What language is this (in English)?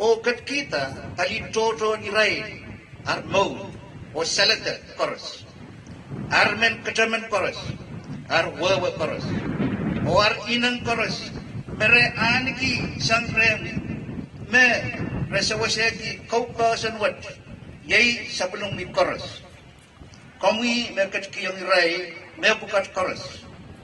Pohnpeian